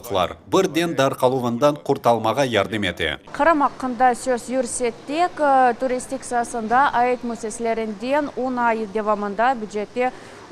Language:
Crimean Tatar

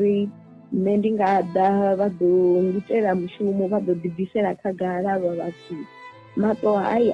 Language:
Venda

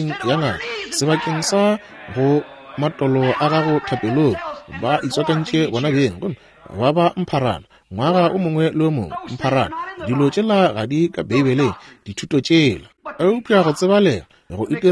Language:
Northern Sotho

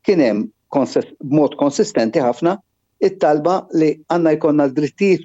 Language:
Maltese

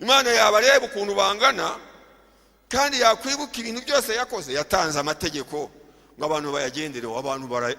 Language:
Kinyarwanda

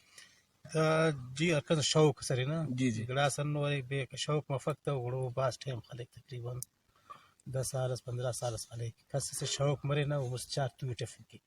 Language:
Brahui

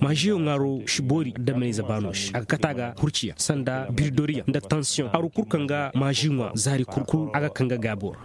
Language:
Koyraboro Senni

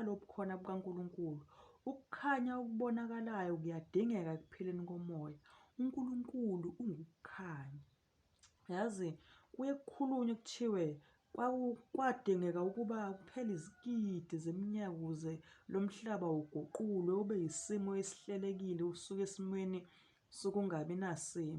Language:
Zulu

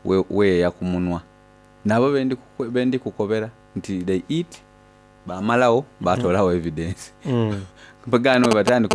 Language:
Soga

